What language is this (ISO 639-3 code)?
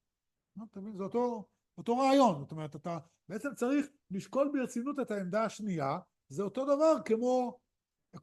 heb